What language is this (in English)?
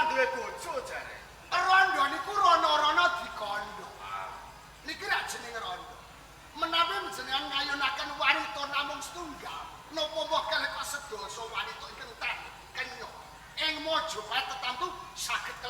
Javanese